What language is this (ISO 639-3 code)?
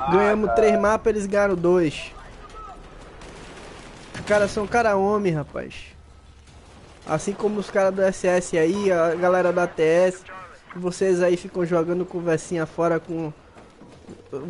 por